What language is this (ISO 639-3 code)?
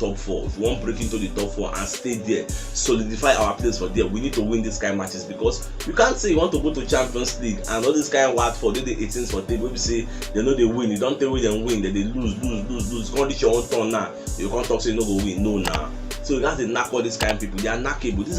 pcm